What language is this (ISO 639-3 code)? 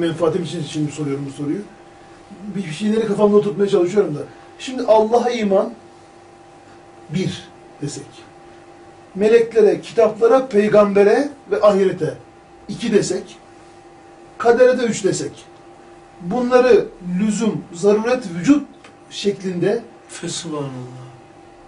tur